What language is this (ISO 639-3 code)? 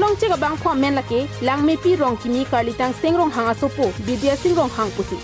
mjw